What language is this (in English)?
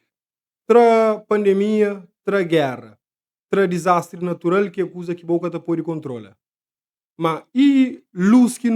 Kabuverdianu